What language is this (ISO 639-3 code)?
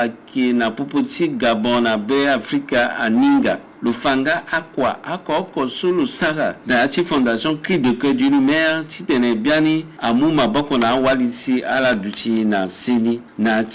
sag